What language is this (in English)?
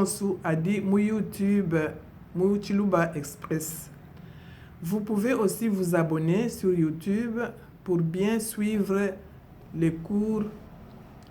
Luba-Lulua